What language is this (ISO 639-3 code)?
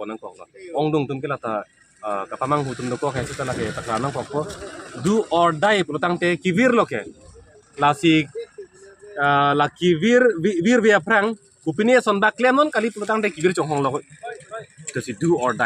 mjw